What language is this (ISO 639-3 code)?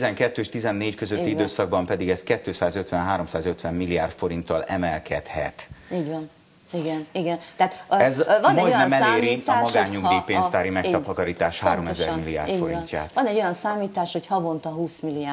hun